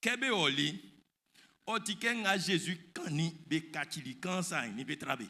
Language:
Baoulé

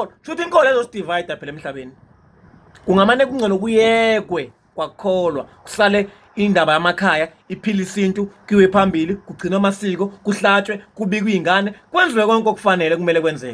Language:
Zulu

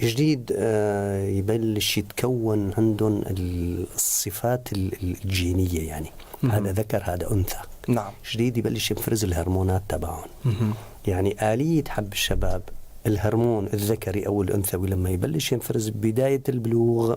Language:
North Levantine Arabic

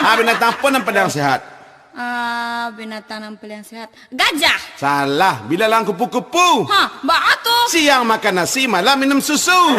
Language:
Minangkabau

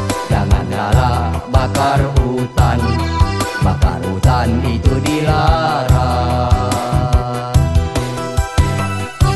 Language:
Malay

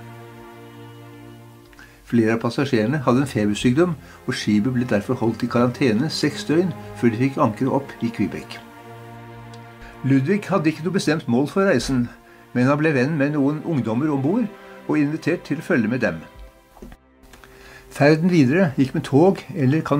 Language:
Norwegian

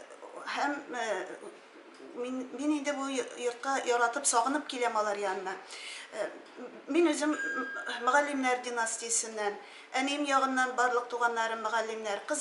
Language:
Tatar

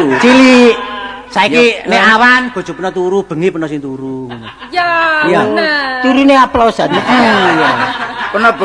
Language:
Javanese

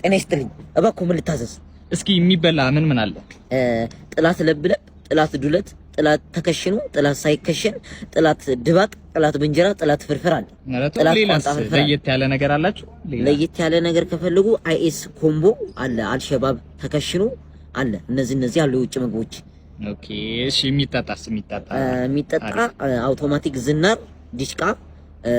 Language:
Amharic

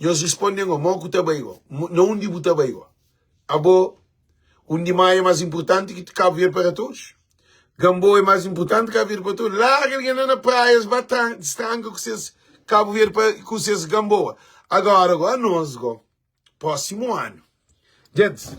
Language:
Kabuverdianu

